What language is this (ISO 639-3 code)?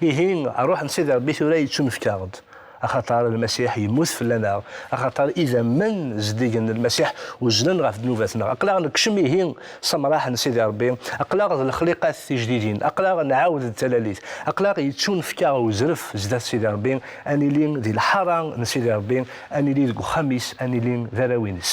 kab